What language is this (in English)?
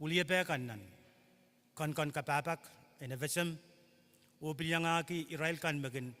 Pohnpeian